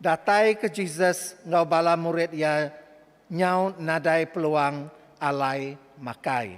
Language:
Iban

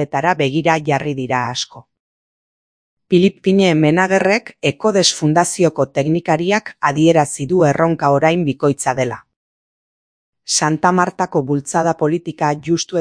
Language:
Basque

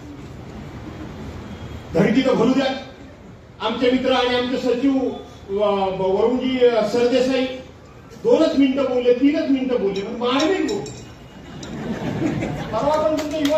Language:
Marathi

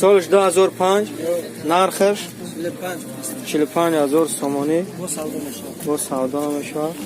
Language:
Tajik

